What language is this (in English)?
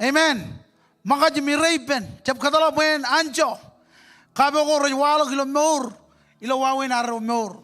Marshallese